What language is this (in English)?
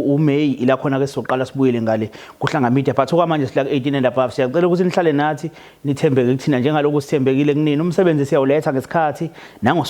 Zulu